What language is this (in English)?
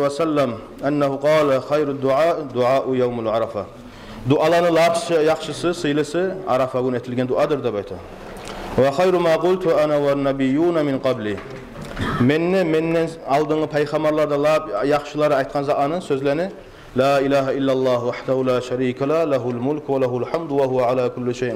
Kumyk